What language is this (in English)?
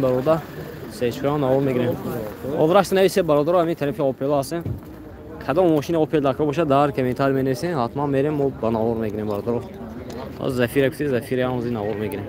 Tajik